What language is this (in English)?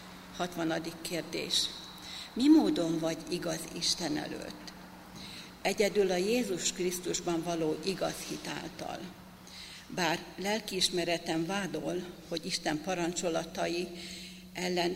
Hungarian